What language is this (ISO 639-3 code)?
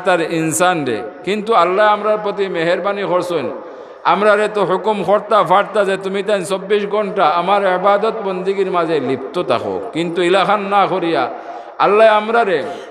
syl